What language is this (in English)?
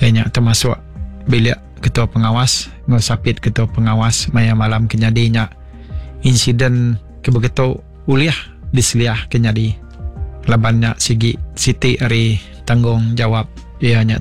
Iban